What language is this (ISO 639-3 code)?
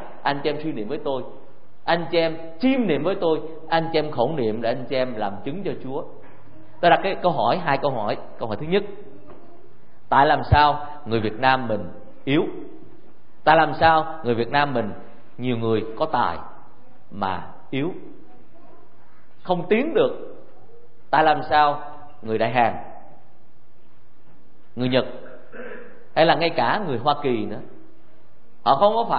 vie